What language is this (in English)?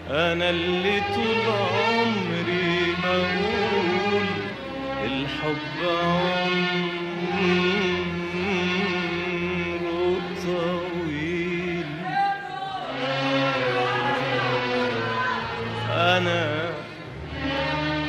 Egyptian Arabic